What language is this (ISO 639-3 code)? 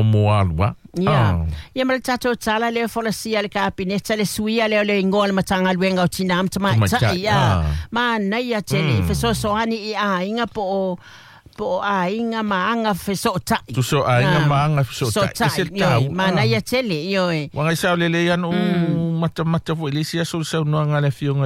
smo